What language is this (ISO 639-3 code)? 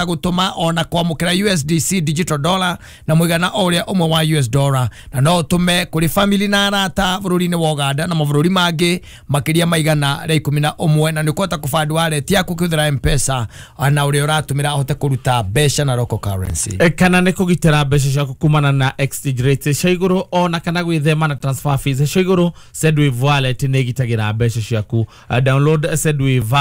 kik